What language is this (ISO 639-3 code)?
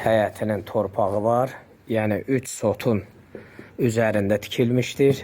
aze